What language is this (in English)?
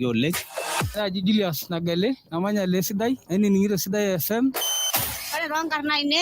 Masai